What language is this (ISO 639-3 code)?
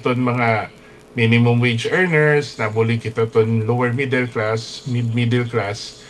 war